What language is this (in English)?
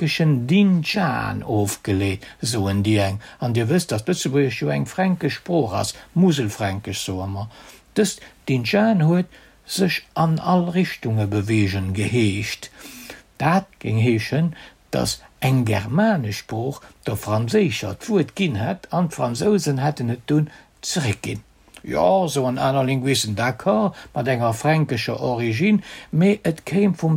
Luxembourgish